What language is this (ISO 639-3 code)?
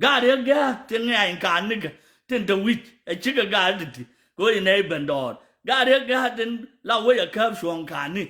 nus